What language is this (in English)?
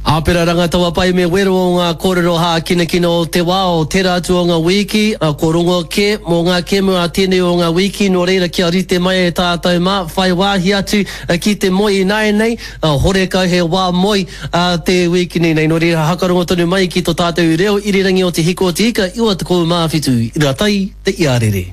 Māori